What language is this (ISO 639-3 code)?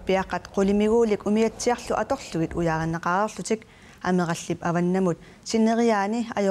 kal